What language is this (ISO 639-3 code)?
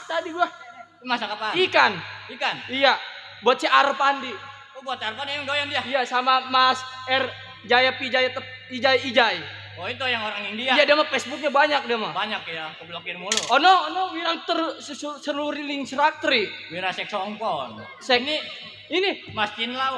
bew